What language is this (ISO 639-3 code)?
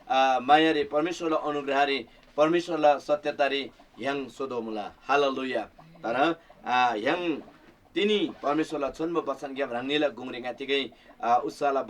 taj